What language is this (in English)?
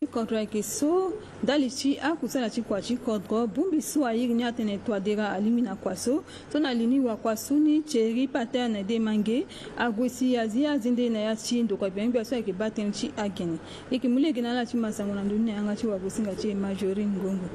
Sango